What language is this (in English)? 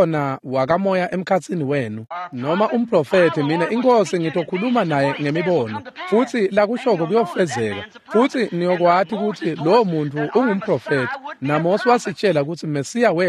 Swati